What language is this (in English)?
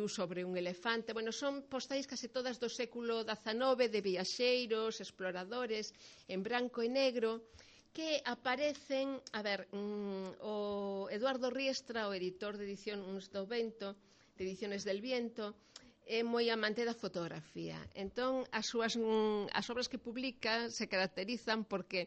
Galician